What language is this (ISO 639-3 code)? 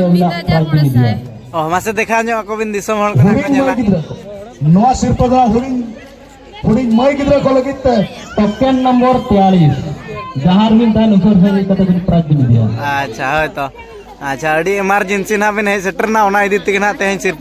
sat